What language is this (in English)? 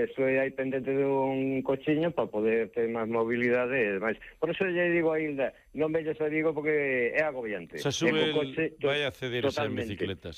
Galician